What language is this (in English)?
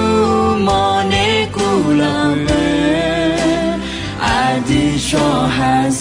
Akha